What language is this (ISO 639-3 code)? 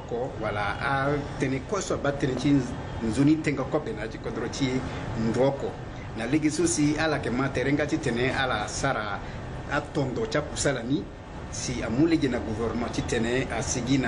sag